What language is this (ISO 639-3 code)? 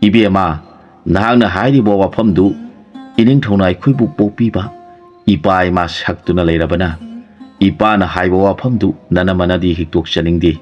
mni